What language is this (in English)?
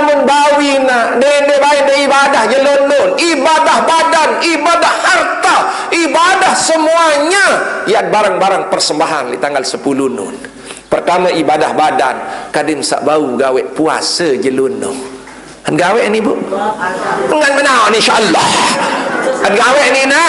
Sasak